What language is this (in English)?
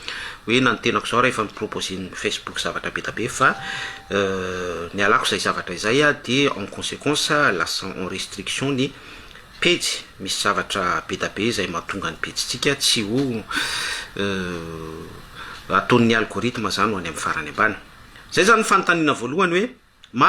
Malagasy